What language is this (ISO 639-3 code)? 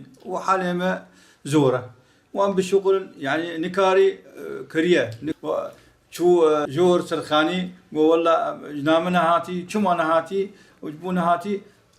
kur